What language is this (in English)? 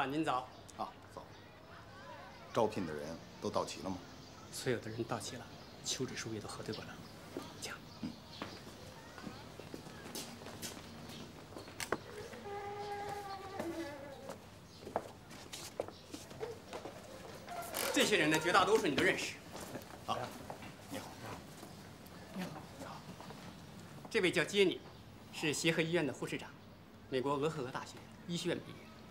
Chinese